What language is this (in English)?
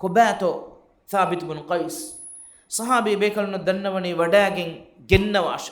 Divehi